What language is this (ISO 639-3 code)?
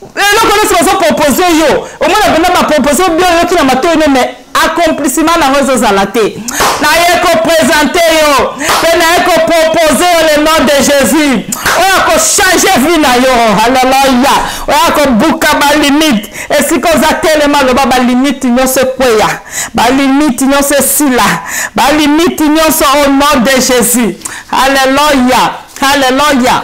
lin